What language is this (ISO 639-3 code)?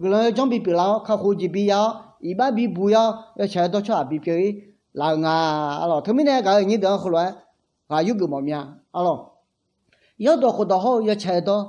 ahk